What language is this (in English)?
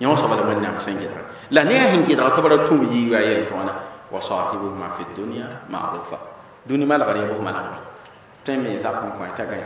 Mossi